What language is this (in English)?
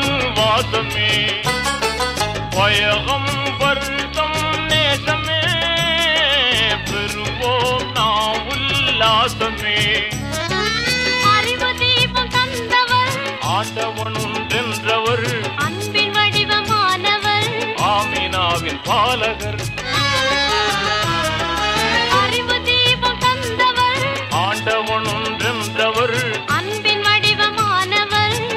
Tamil